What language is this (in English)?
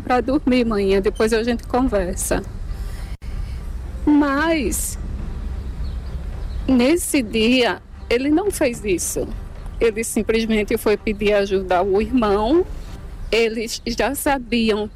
Portuguese